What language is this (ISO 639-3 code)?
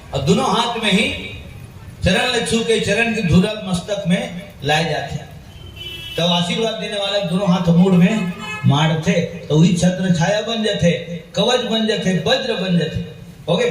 hne